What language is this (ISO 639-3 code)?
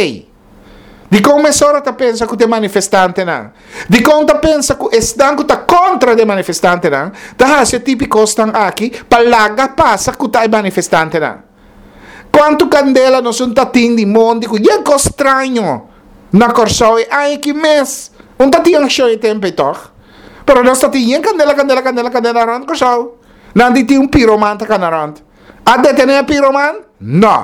pap